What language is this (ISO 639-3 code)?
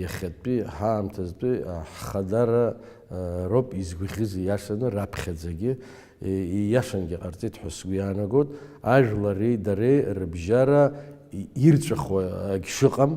abk